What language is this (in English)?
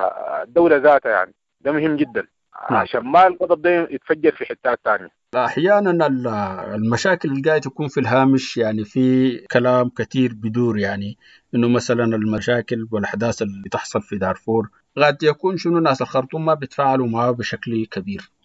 Sudanese Arabic